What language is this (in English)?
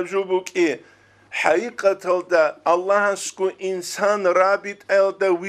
Avaric